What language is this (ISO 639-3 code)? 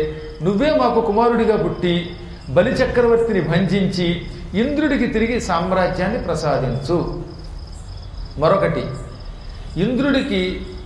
tel